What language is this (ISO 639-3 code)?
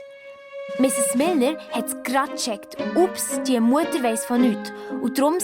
gsw